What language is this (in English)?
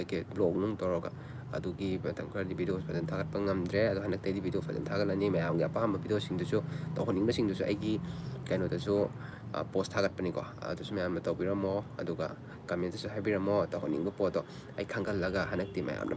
Manipuri